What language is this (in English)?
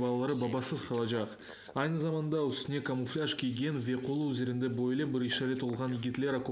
Crimean Tatar